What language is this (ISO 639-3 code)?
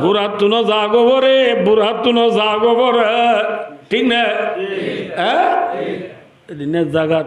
rhg